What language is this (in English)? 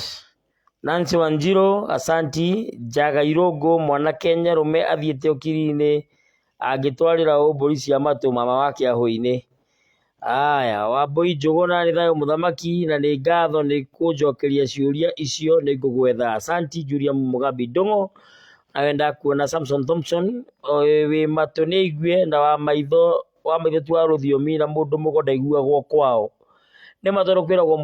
Kikuyu